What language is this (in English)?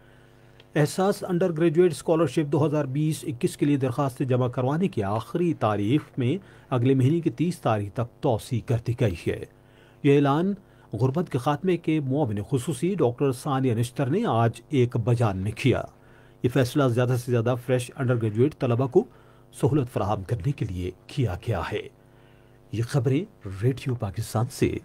Urdu